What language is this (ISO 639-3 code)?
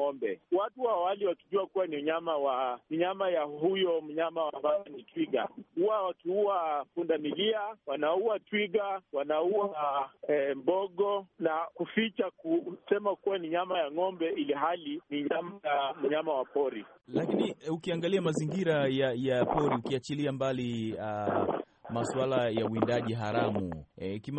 swa